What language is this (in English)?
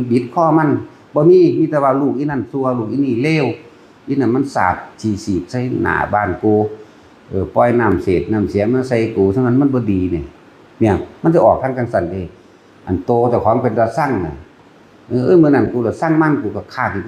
Northeastern Thai